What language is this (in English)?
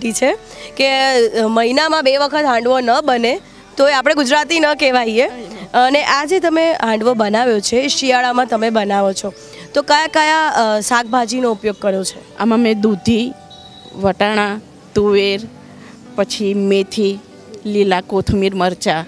Gujarati